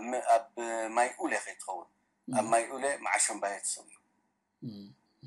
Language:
Tigrinya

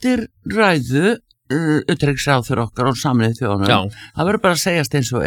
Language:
Icelandic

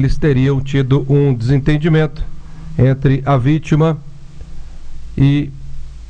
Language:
Portuguese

